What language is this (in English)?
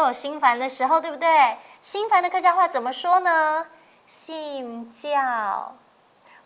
Hakka Chinese